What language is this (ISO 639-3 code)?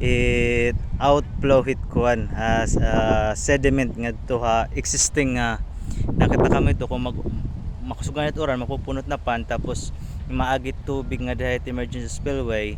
war